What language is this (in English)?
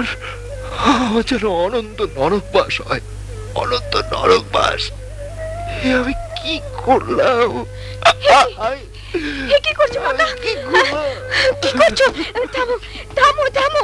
Bangla